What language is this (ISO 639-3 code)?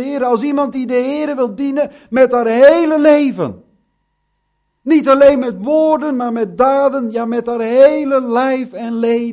nld